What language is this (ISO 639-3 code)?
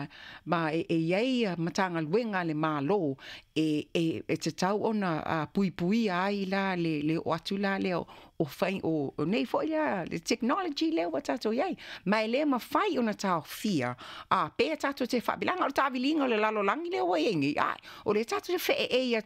smo